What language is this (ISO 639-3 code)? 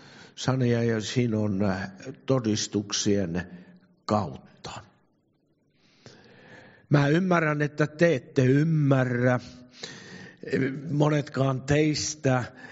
fin